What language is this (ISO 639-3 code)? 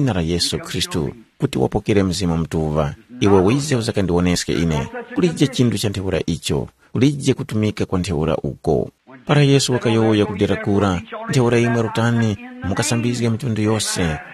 tum